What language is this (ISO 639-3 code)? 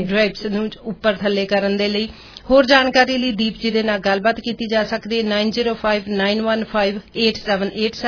pan